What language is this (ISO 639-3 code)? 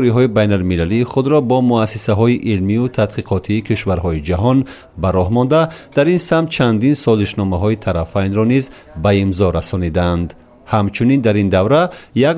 tgk